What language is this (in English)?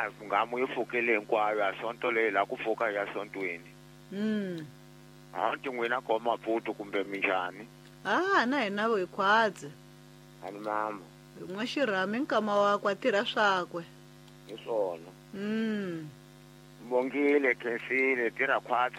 Tsonga